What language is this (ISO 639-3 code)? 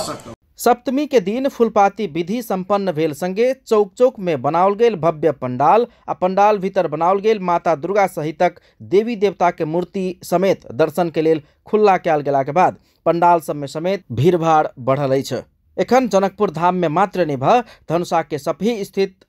mai